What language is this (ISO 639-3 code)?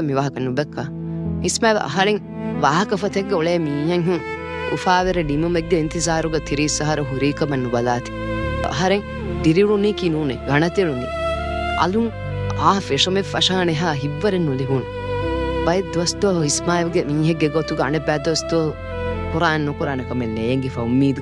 div